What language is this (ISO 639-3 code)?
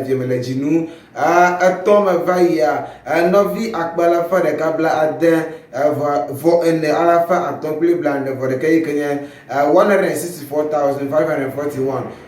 ewe